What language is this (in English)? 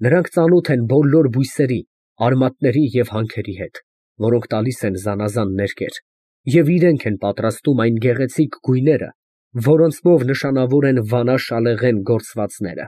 Armenian